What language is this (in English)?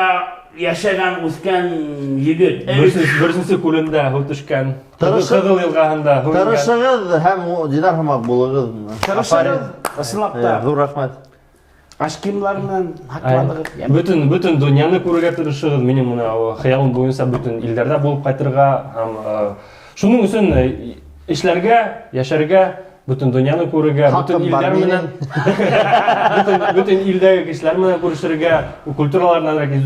Bashkir